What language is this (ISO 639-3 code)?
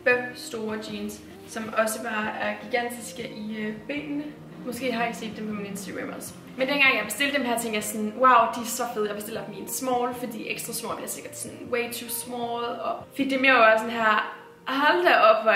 dan